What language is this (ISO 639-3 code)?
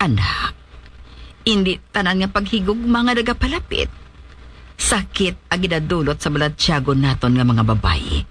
hil